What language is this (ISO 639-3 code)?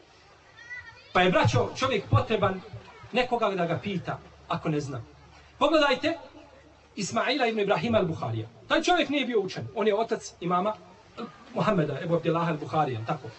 bos